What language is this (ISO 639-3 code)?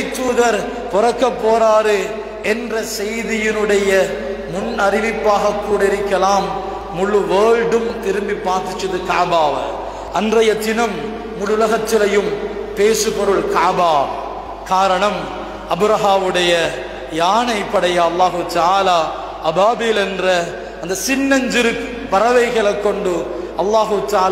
tam